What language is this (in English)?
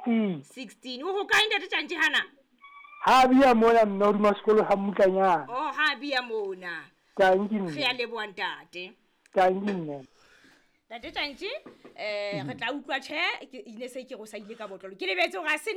Southern Sotho